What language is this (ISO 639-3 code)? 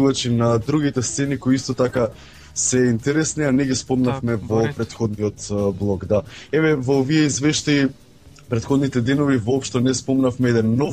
mkd